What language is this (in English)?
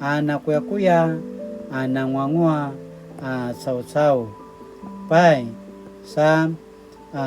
Paiwan